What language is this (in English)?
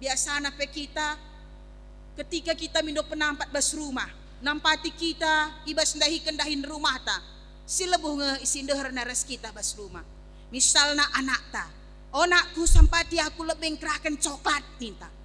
Batak Karo